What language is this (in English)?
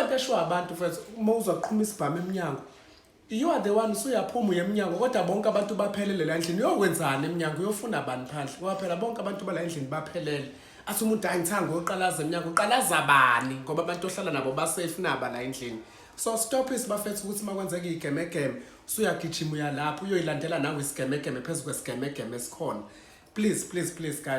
Zulu